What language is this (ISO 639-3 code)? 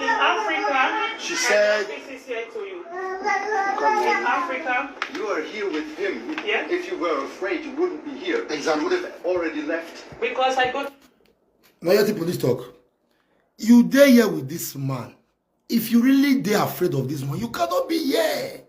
pcm